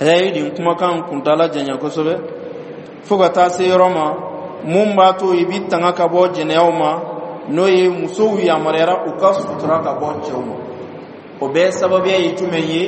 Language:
Dyula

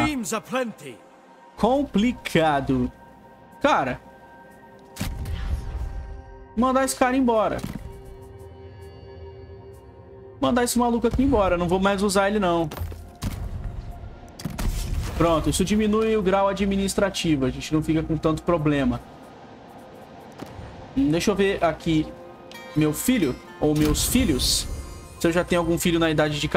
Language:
Portuguese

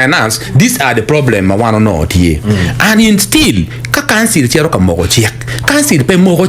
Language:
Acoli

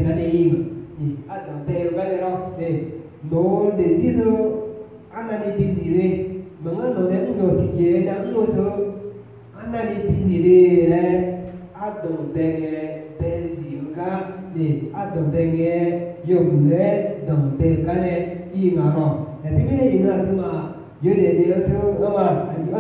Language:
Akha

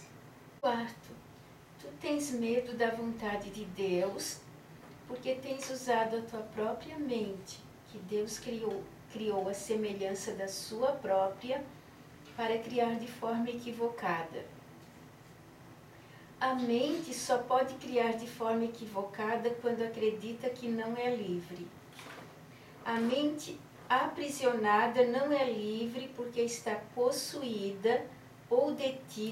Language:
Portuguese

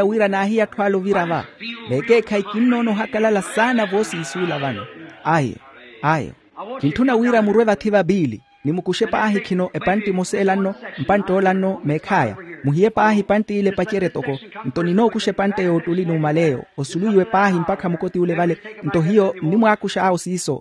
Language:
Makhuwa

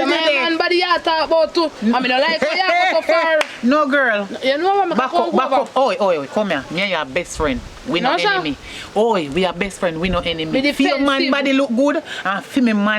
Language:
Jamaican Creole English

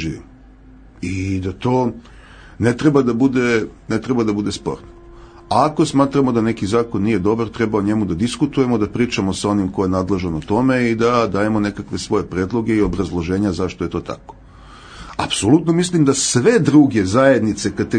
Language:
Serbian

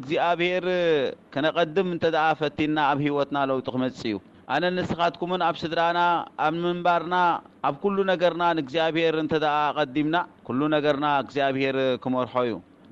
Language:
Tigrinya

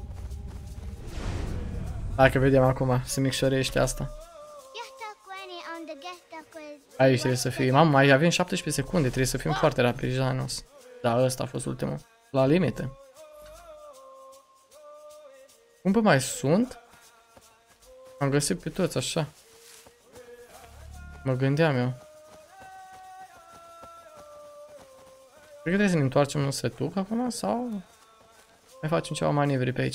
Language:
Romanian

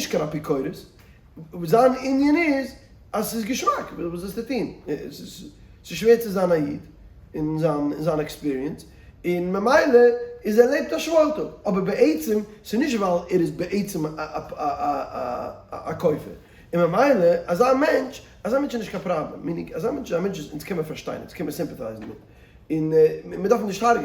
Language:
Yiddish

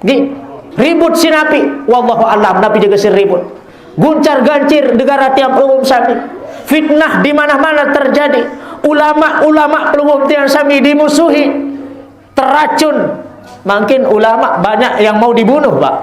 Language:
Sasak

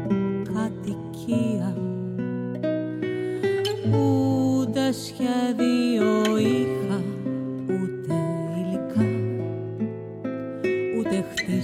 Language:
Greek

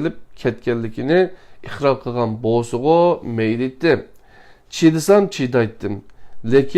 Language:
Uyghur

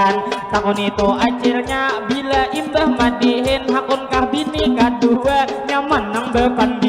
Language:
Banjar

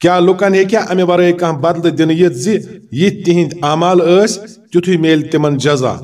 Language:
Kashmiri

